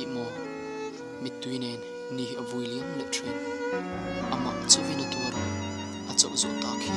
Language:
Mizo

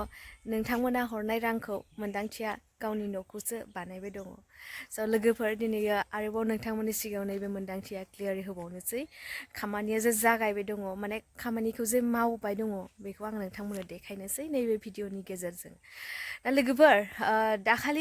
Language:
Bodo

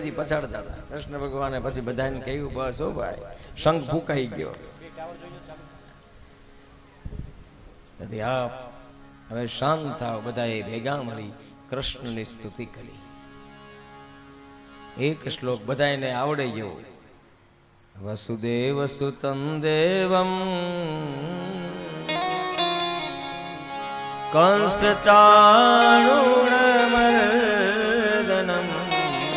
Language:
Gujarati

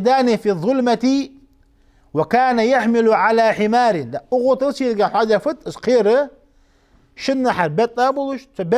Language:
Ingush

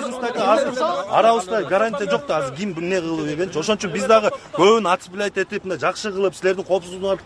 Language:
Kyrgyz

